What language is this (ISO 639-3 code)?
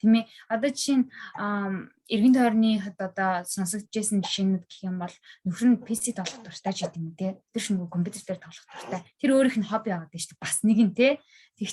mon